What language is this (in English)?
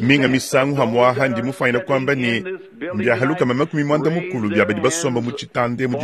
Luba-Lulua